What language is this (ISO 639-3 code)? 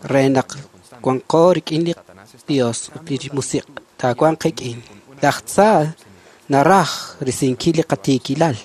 kek